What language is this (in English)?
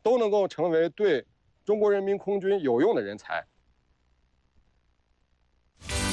Chinese